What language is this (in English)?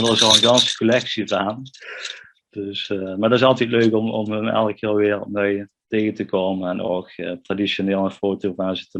Limburgish